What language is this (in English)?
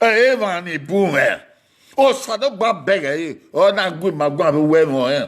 Bini